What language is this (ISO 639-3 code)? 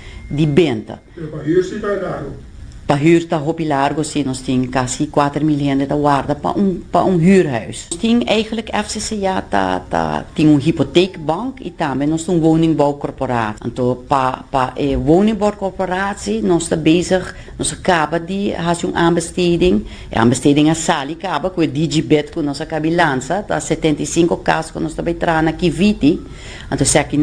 pap